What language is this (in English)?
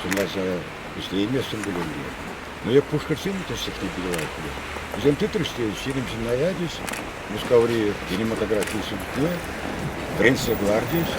Chuvash